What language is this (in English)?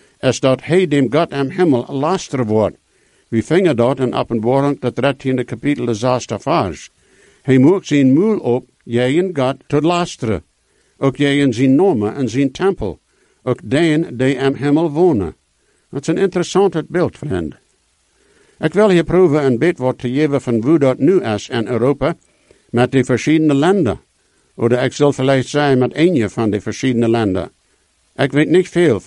Dutch